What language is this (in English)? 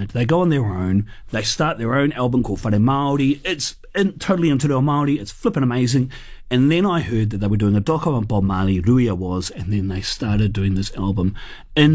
English